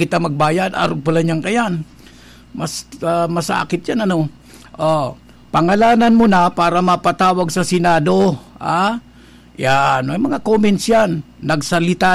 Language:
Bikol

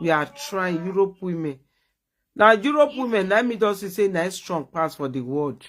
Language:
Nigerian Pidgin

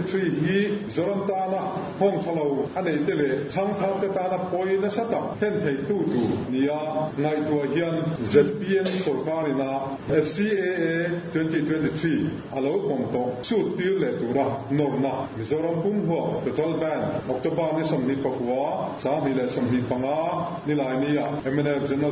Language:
Mizo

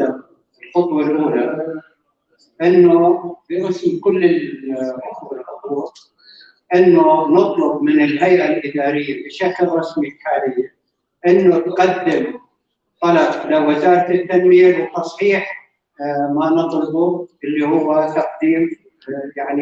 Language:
North Levantine Arabic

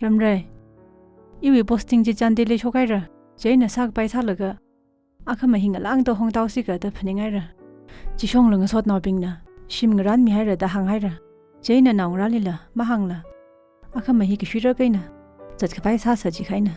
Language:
Tangkhul Naga (India)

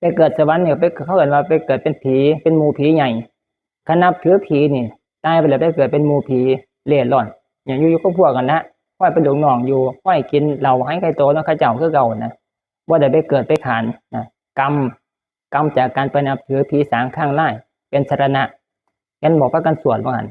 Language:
Northeastern Thai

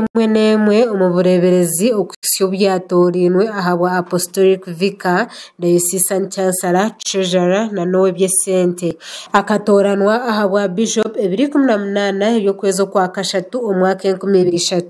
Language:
Nyankole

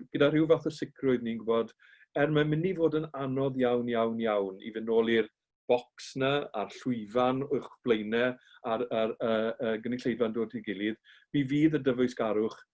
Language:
Welsh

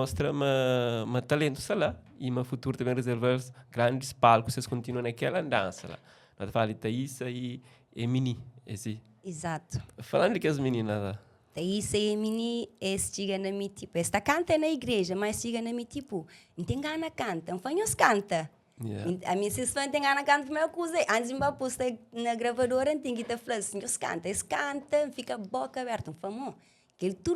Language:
Kabuverdianu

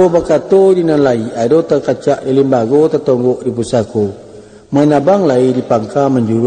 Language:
Minangkabau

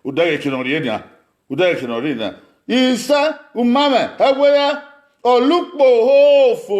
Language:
Bini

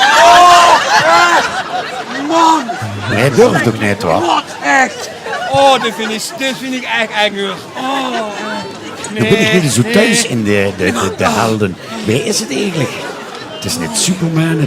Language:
Limburgish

